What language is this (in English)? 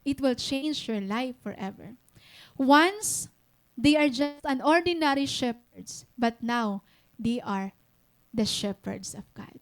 Waray